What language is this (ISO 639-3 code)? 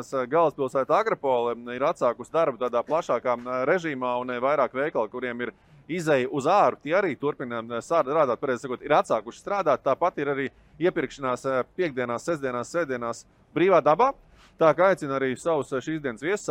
lav